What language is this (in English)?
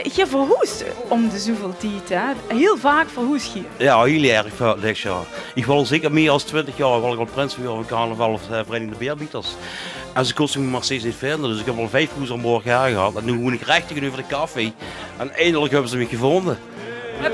Limburgish